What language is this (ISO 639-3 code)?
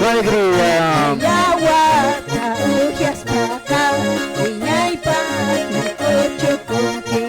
que